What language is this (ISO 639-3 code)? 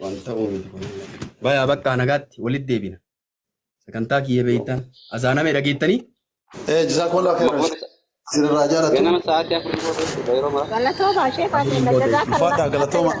orm